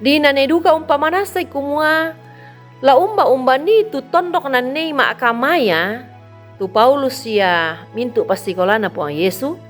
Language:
Toraja-Sa'dan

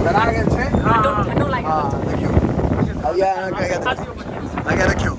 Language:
Maithili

